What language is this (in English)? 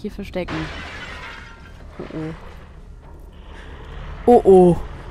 German